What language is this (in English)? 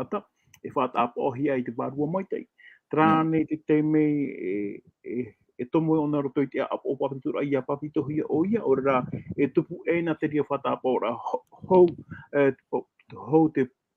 Tahitian